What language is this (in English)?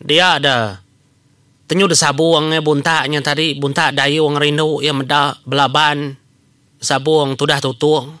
Iban